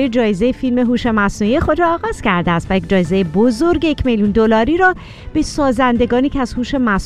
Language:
Persian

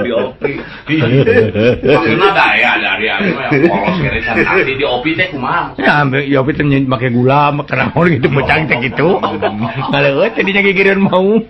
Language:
Sundanese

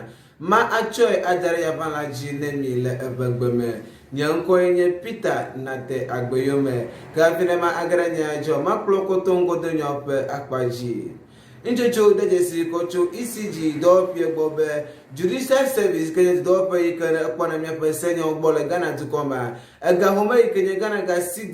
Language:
Ewe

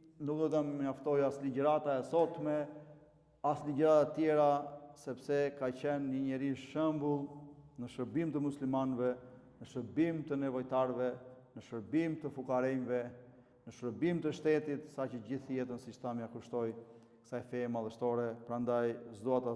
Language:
Albanian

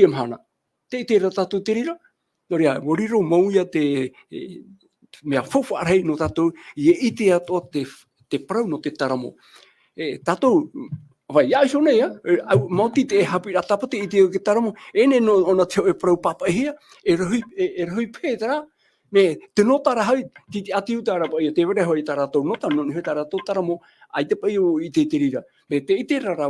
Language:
Tahitian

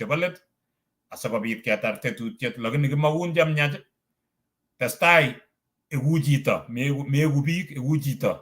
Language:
Kalenjin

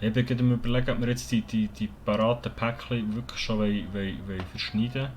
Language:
Swiss German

